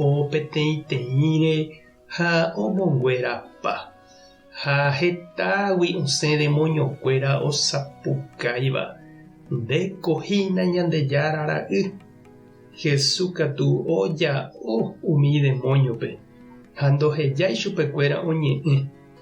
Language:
Guarani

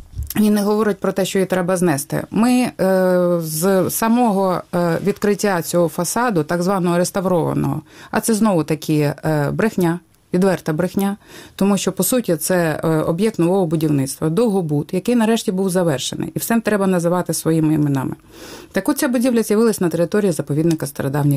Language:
Ukrainian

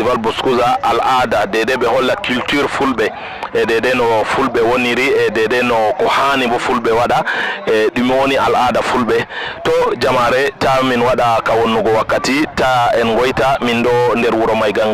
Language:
Fula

